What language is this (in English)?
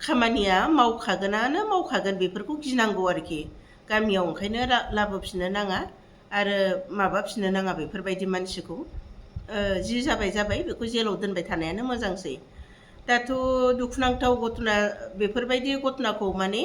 Bodo